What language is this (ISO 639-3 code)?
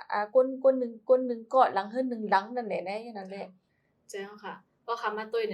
shn